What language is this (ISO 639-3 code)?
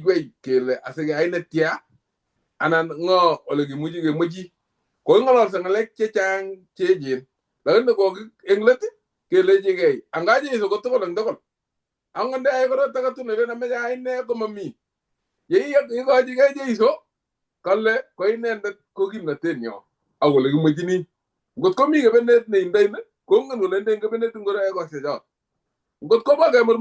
kln